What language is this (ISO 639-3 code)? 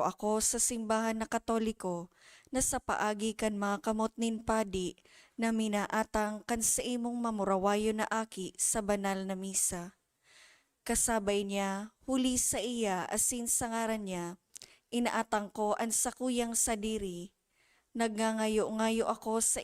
bik